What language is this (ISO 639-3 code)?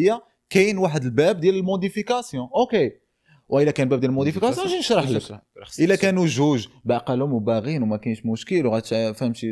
ary